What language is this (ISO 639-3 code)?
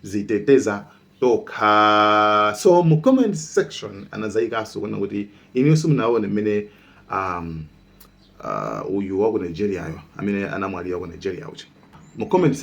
nya